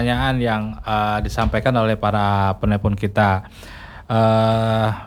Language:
Indonesian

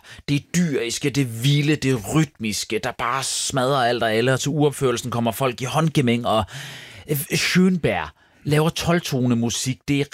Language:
Danish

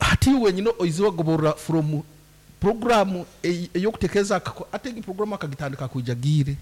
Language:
Nyankole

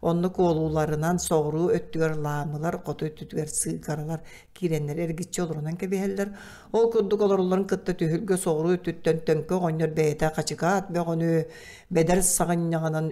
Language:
Yakut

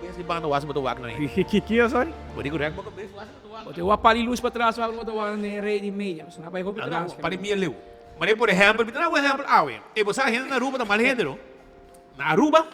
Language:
Papiamento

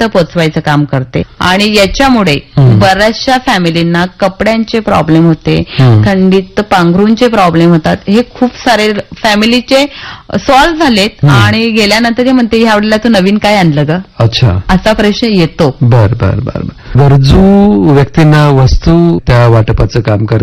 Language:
Marathi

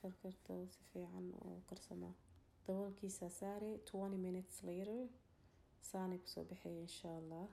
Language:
Somali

